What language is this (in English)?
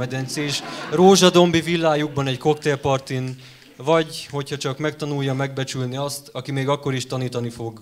Hungarian